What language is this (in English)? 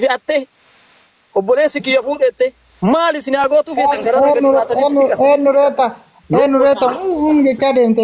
Oromo